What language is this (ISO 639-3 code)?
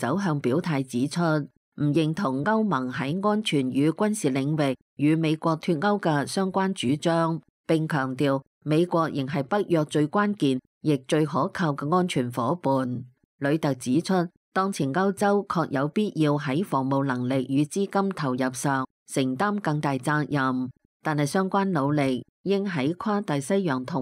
yue